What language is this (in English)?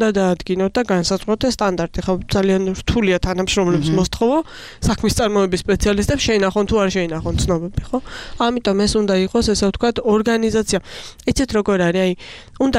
Georgian